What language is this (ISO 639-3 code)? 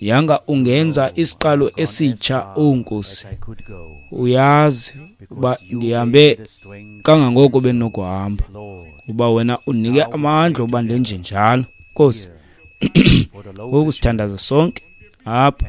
xho